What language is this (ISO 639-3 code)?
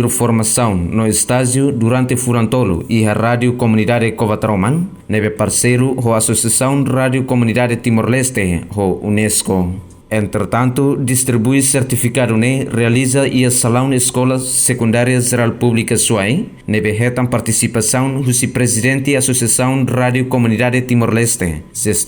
tet